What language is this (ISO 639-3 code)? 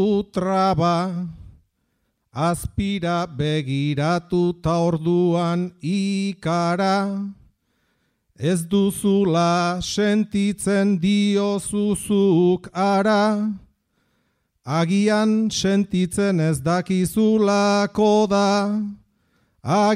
eus